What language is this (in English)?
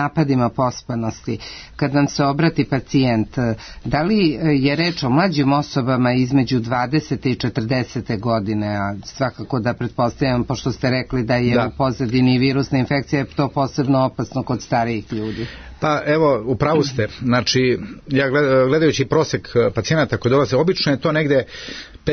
Serbian